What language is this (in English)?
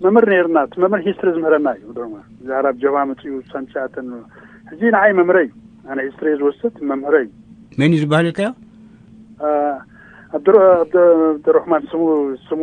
Tigrinya